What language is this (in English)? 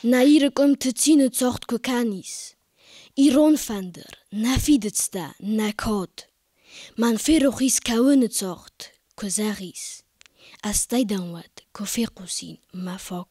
Ossetic